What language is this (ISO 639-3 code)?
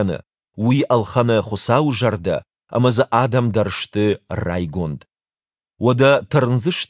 oss